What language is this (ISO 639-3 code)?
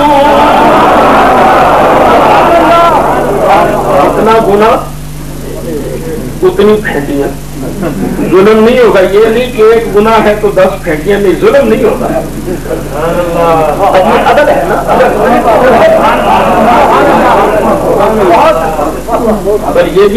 urd